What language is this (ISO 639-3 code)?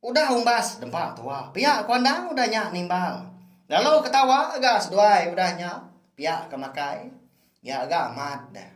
iba